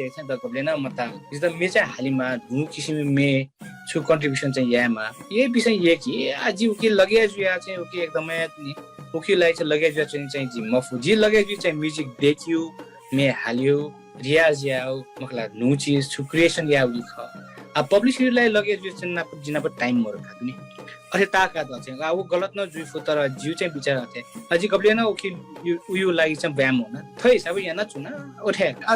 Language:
Newari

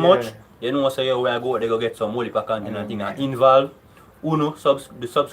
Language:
Jamaican Creole English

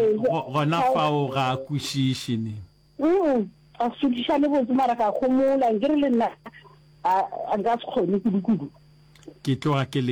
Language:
Northern Sotho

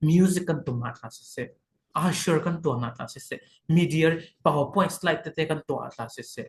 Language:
Falam Chin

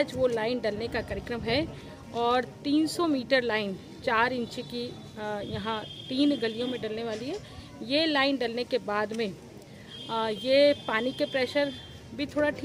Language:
Hindi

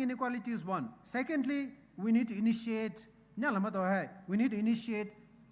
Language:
Poumei Naga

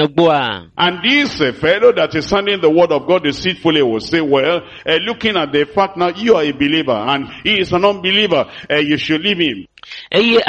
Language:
Ewe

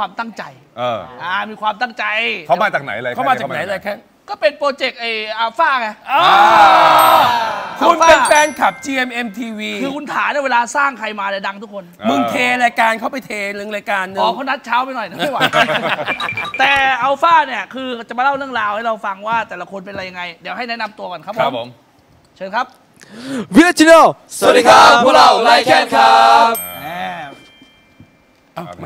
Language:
Thai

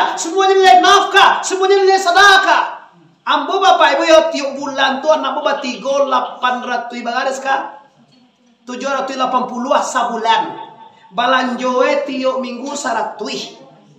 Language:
Minangkabau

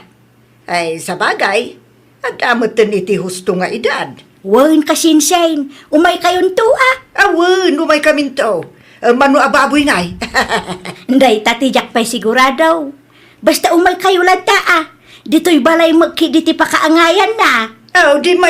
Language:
Iloko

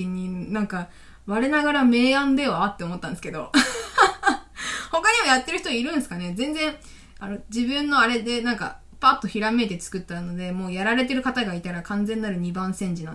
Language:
Japanese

